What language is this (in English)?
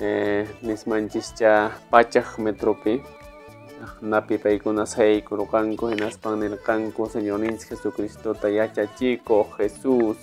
Quechua